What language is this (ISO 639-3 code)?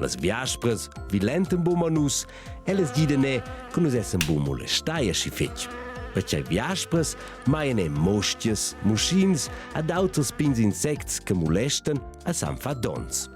roh